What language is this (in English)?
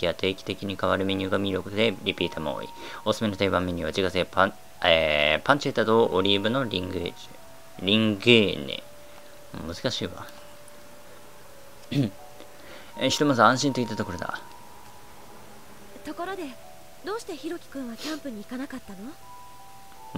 Japanese